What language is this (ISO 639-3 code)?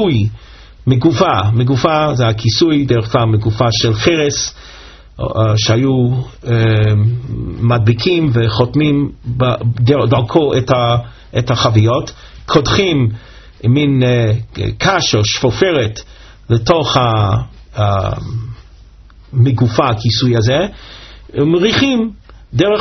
heb